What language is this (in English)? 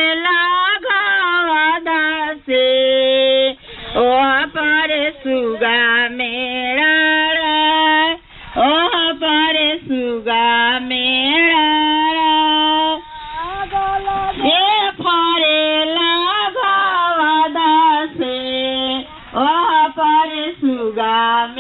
Bhojpuri